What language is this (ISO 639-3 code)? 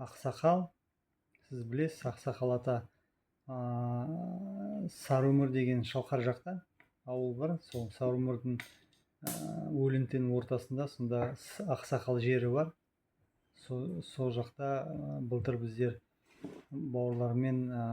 kaz